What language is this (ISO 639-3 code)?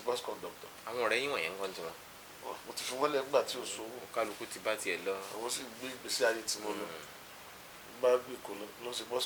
yor